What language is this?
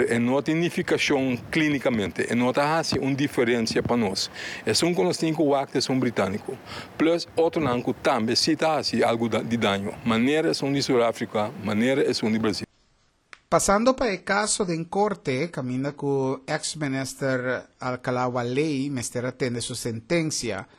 Papiamento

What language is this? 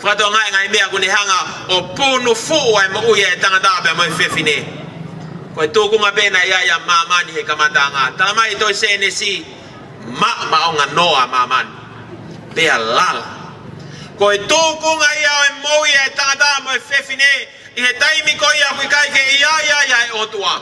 Tongan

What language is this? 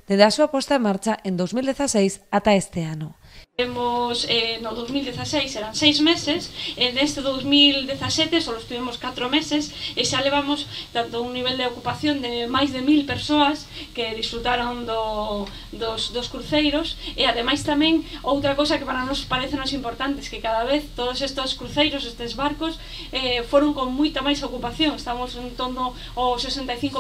Galician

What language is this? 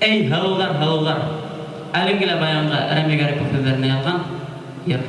Bashkir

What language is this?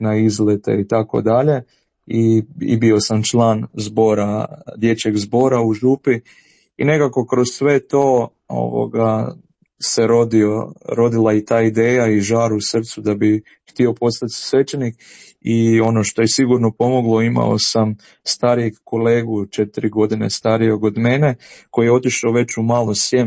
Croatian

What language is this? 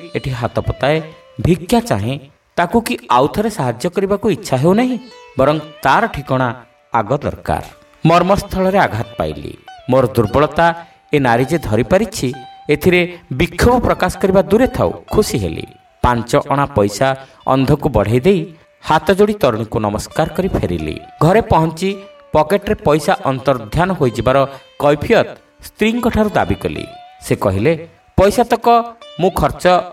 Odia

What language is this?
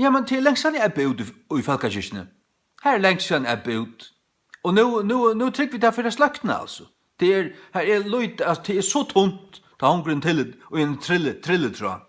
Faroese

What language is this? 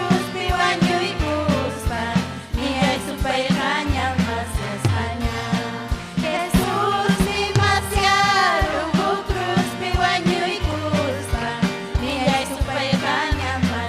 Ayacucho Quechua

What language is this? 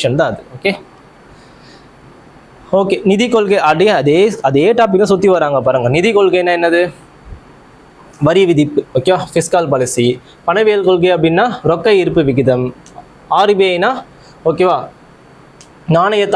Tamil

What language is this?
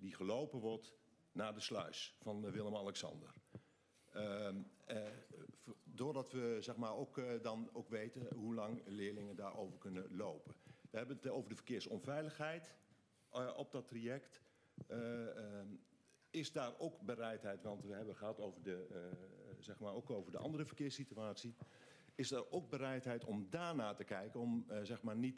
Dutch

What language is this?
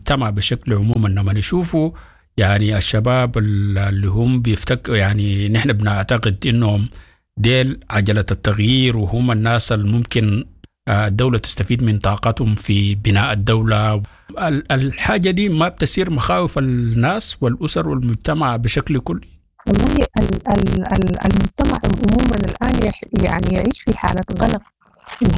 Sudanese Arabic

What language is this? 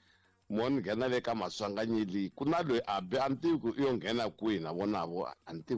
Tsonga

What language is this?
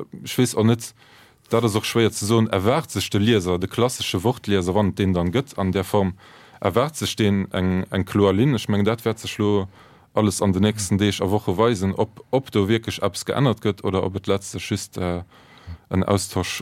Luxembourgish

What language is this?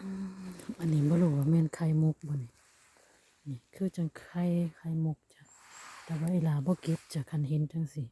Northeastern Thai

